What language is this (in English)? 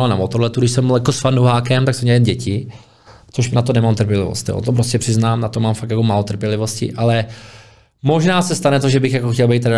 Czech